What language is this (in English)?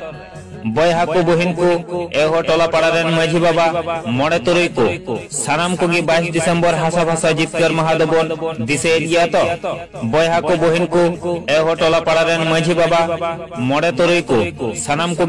Santali